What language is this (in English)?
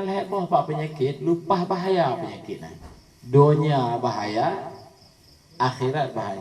Achinese